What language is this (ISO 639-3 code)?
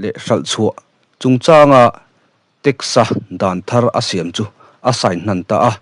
lus